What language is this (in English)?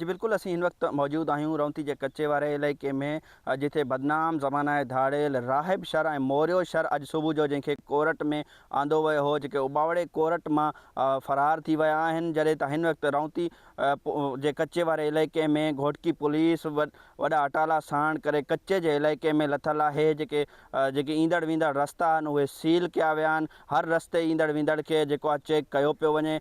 Sindhi